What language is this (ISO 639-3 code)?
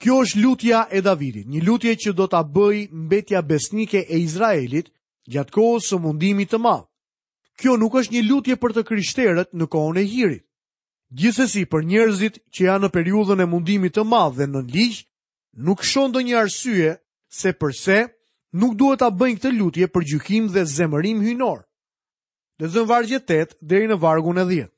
sqi